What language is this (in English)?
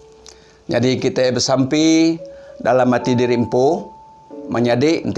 Iban